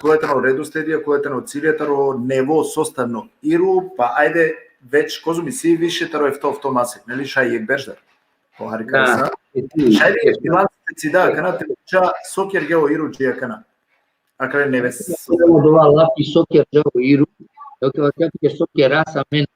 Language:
Balkan Romani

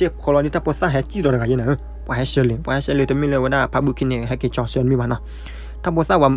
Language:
S'gaw Karen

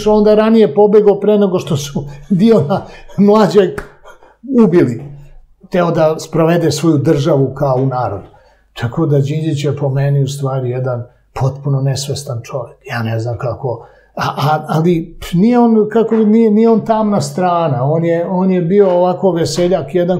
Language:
Serbian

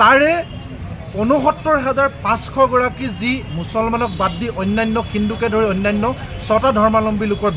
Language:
Assamese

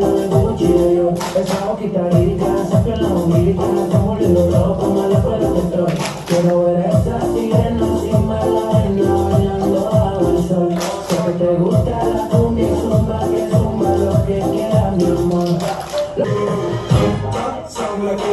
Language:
Spanish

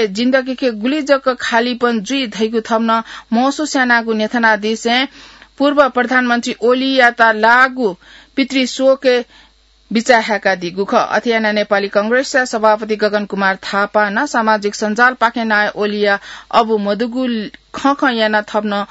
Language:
Newari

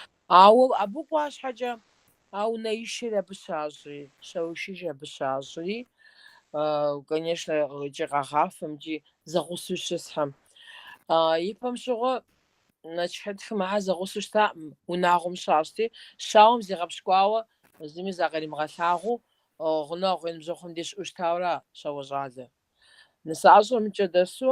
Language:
Kabardian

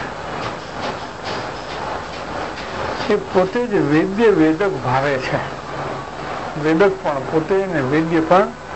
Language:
Gujarati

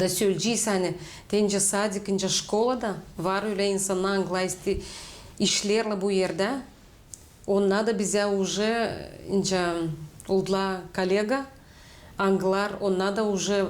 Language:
Gagauz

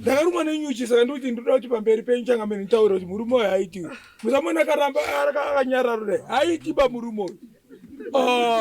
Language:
Shona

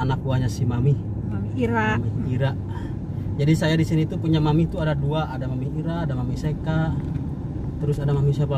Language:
Indonesian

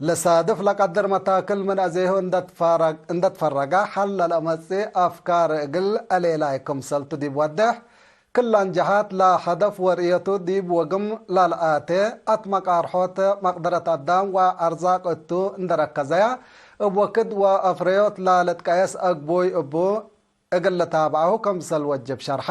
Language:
Tigre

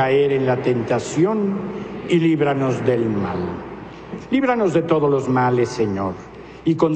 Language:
Spanish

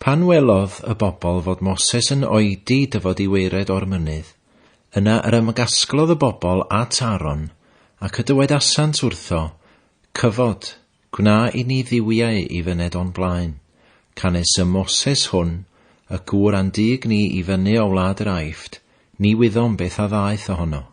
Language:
Welsh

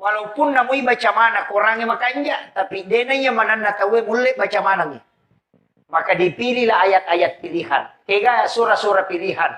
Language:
Buginese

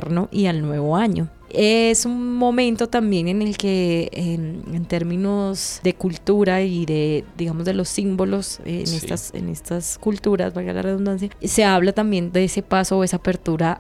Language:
Spanish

